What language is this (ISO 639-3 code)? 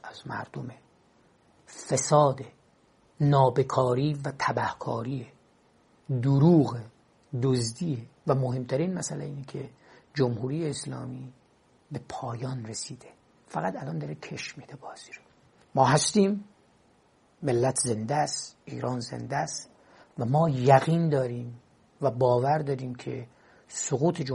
fas